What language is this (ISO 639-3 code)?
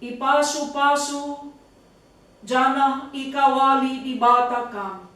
btx